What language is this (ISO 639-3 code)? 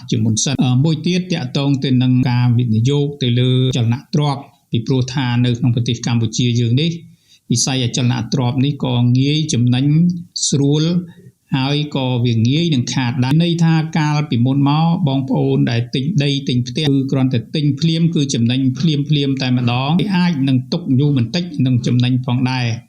khm